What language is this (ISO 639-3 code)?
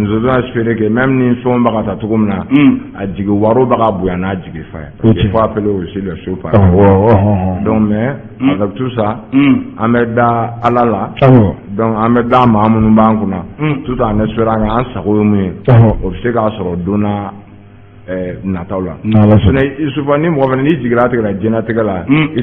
bam